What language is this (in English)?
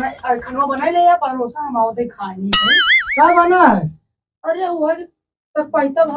Awadhi